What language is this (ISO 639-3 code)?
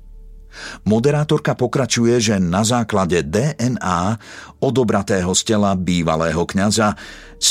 slk